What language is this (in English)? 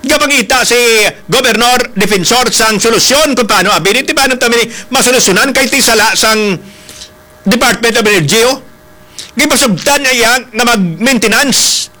Hiligaynon